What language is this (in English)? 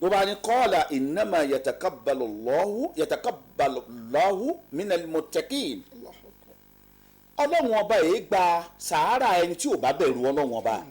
Yoruba